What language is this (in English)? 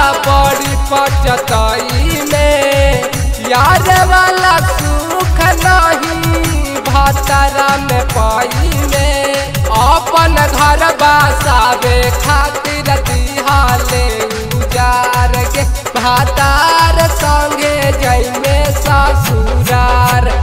Bhojpuri